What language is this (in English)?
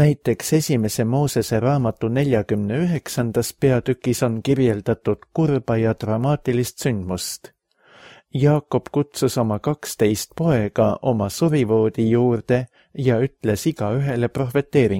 Estonian